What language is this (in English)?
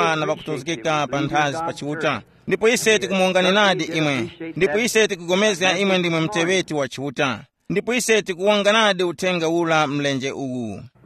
Tumbuka